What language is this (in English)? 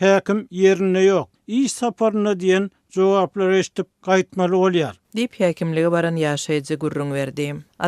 Turkmen